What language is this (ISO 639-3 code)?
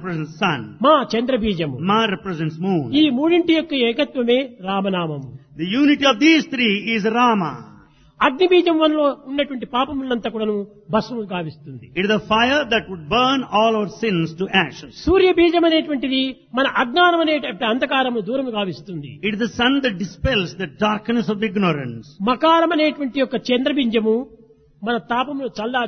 tel